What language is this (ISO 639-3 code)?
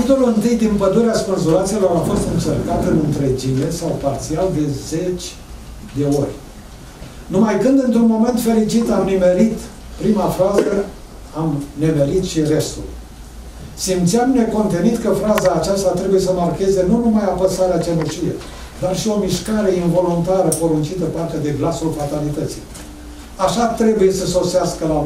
ron